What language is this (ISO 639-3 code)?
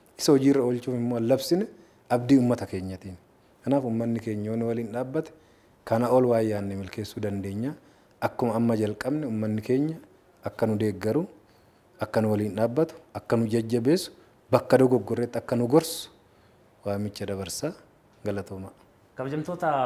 orm